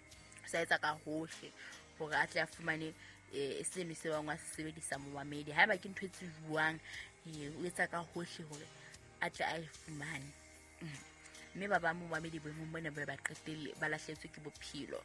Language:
Southern Sotho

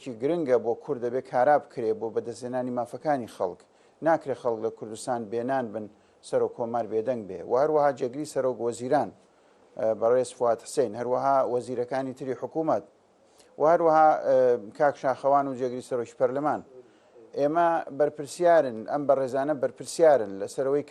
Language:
Central Kurdish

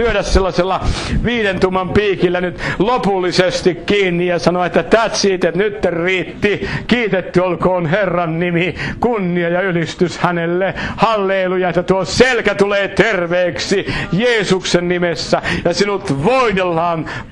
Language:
Finnish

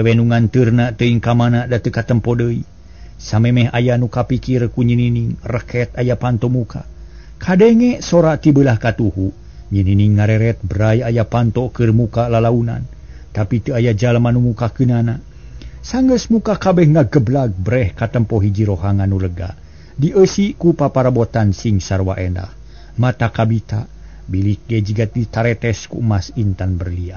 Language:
Sundanese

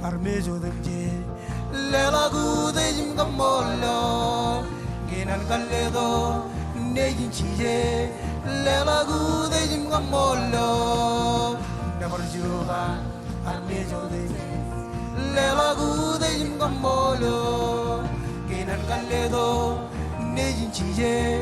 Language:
Marshallese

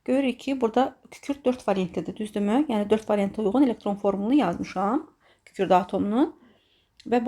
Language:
Azerbaijani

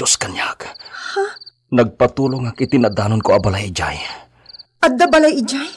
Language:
Iloko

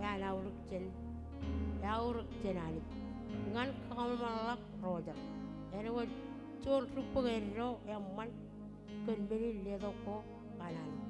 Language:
Marshallese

